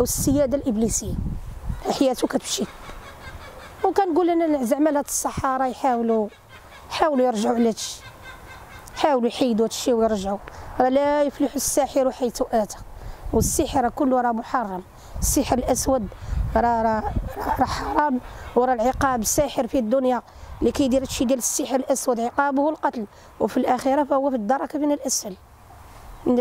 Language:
Moroccan Arabic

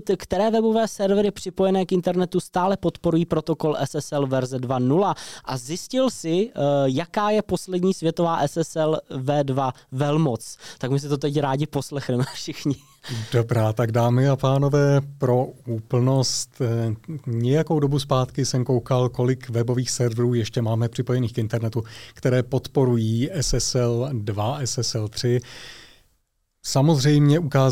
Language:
Czech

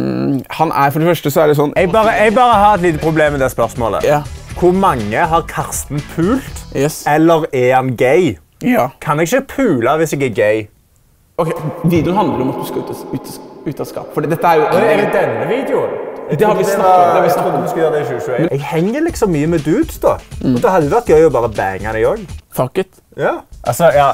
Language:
Norwegian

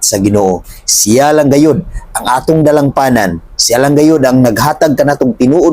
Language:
Cebuano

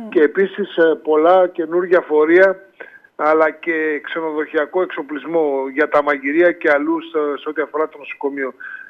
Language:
Greek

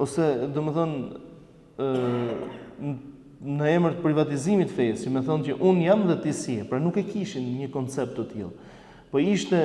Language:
Albanian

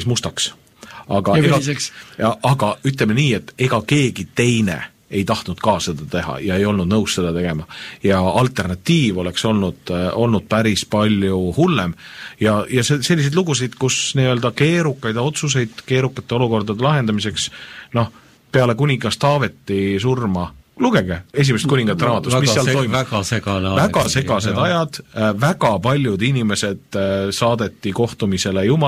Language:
Estonian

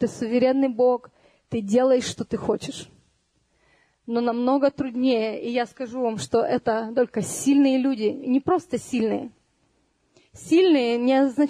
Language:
Russian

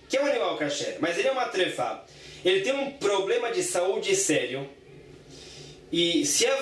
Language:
Portuguese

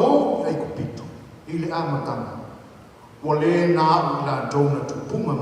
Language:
Samoan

